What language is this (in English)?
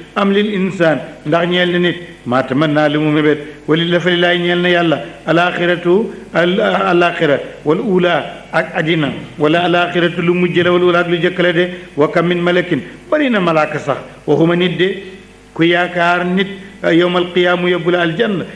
Wolof